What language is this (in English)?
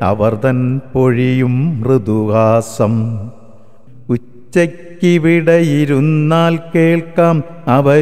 Malayalam